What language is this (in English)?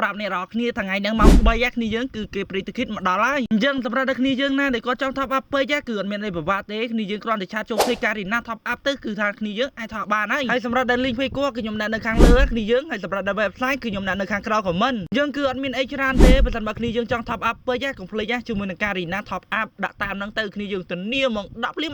Khmer